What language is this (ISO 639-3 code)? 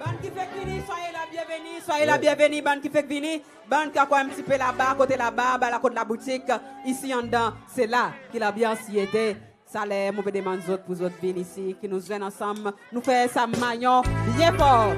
crs